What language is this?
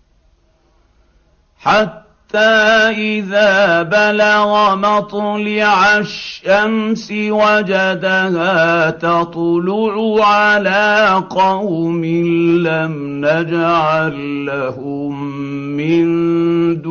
Arabic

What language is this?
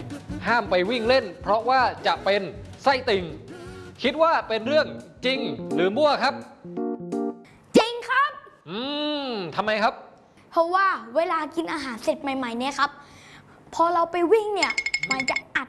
Thai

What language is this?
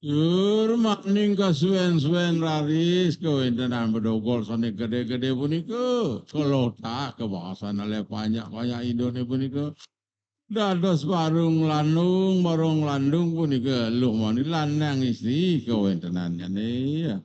Balinese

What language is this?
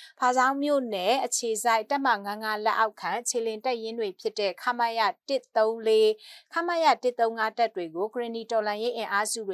Burmese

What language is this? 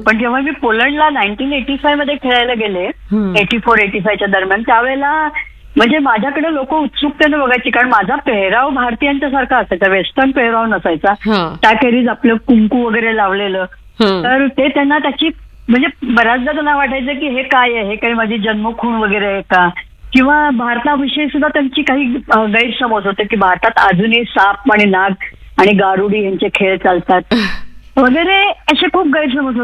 Marathi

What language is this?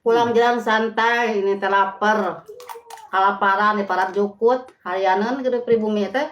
Sundanese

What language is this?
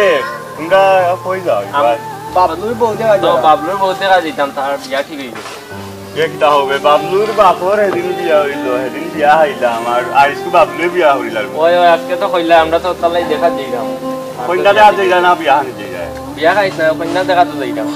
Sylheti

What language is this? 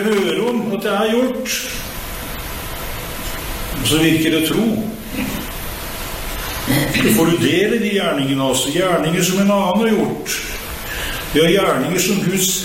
Norwegian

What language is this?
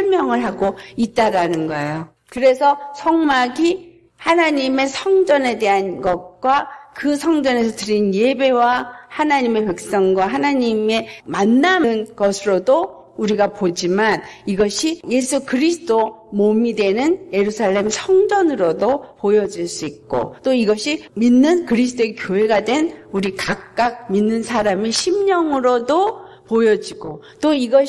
Korean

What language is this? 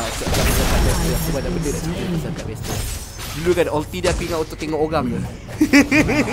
Malay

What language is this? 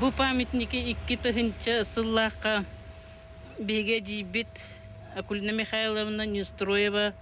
Yakut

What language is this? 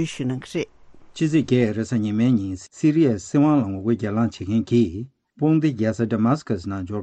Tibetan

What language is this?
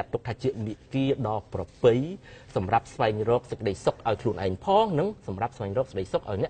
Khmer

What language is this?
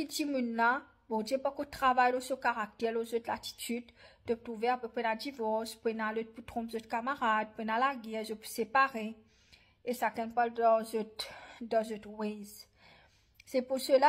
Morisyen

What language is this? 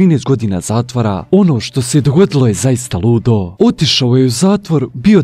Croatian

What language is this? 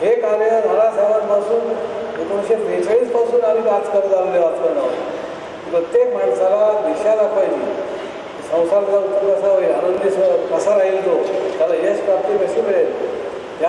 Marathi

